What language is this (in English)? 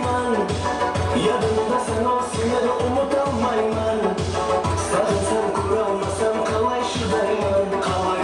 Kara-Kalpak